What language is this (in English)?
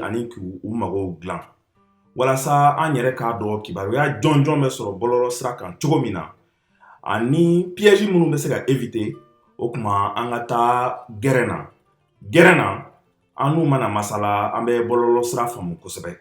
Bambara